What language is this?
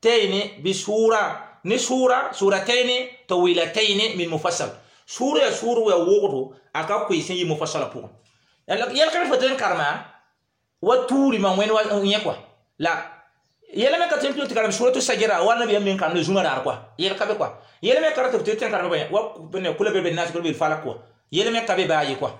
Mossi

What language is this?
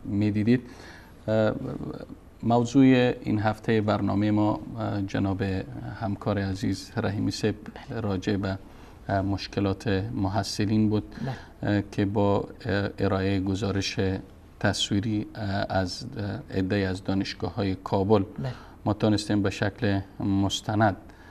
Persian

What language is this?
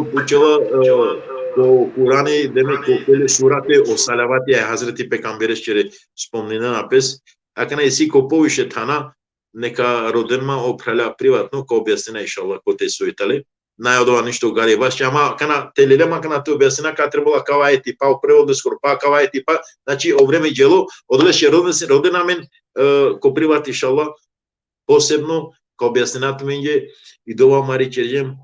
Balkan Romani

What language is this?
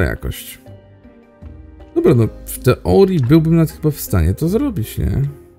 Polish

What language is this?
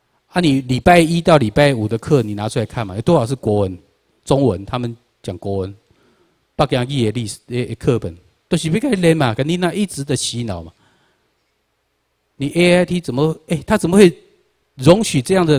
Chinese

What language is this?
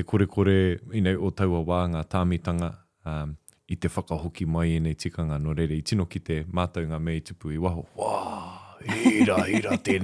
Māori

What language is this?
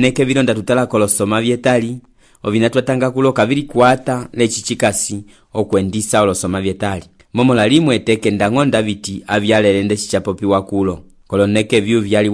Umbundu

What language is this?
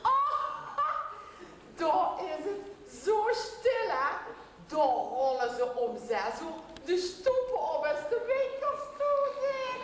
Limburgish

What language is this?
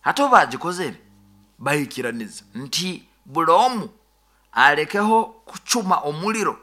Nyoro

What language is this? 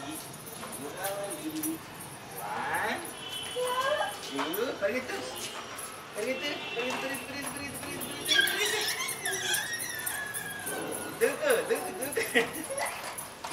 Telugu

